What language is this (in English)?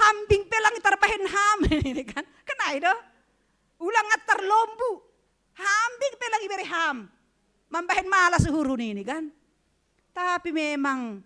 Batak Simalungun